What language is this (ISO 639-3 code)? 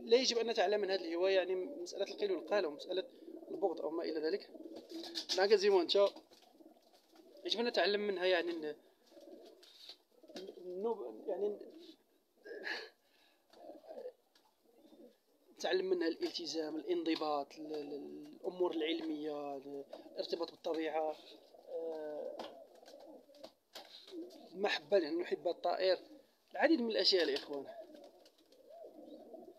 ara